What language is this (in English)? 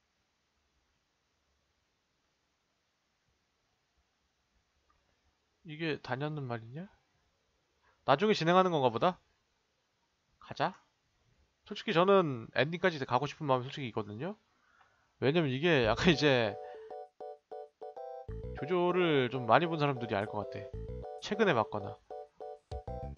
Korean